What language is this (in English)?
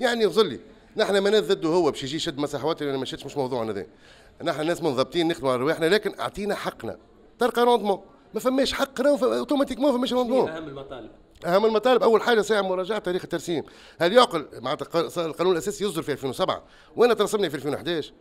Tunisian Arabic